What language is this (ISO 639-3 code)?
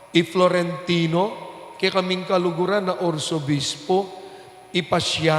pam